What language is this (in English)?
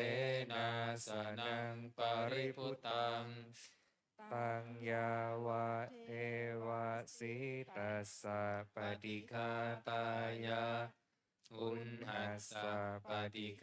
Pali